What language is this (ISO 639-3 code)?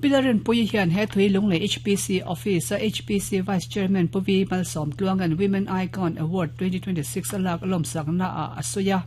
lus